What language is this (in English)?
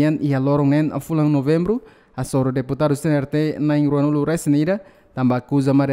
Tetum